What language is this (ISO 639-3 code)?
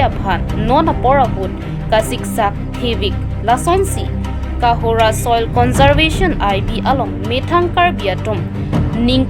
mjw